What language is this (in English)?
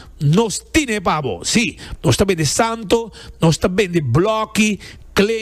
Papiamento